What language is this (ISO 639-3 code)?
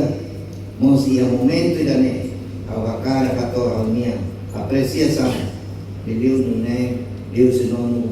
tet